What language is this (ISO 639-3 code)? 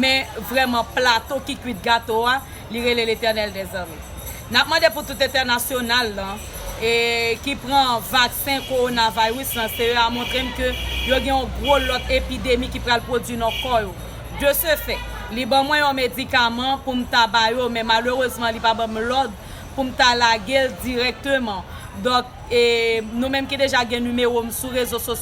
hat